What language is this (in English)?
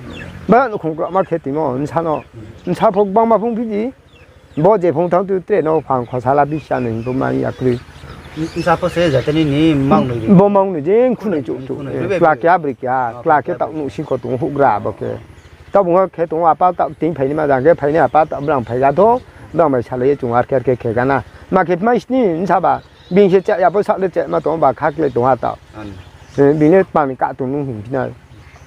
Riang (India)